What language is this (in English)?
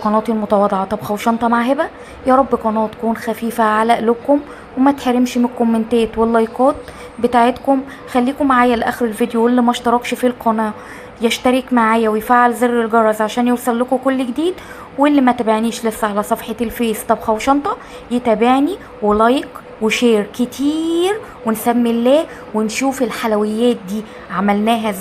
Egyptian Arabic